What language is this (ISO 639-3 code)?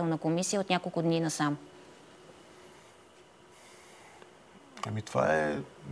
bul